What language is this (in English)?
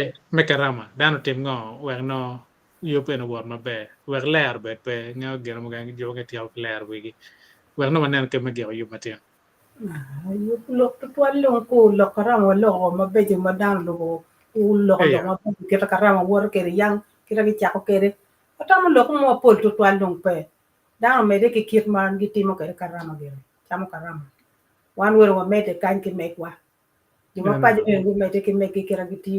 Acoli